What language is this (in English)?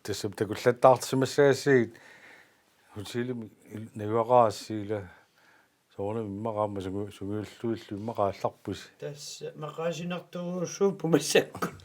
Kalaallisut